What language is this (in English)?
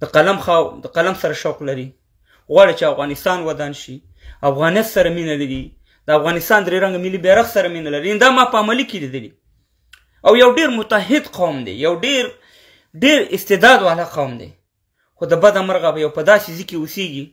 Pashto